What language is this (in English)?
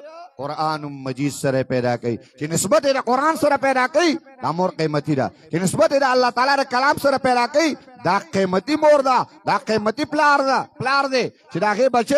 Pashto